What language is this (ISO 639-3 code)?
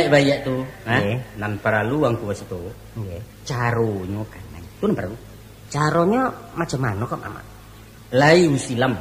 min